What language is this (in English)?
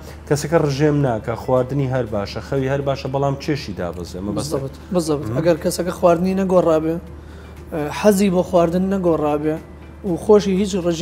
Central Kurdish